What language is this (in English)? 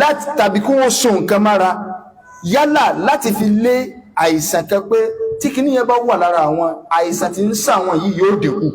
Yoruba